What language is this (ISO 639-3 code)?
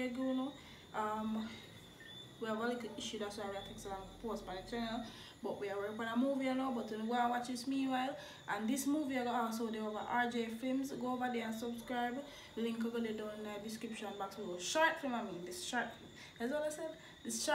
jam